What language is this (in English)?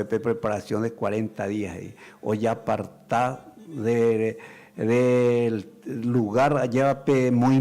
Guarani